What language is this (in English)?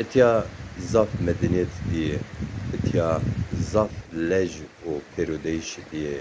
Zaza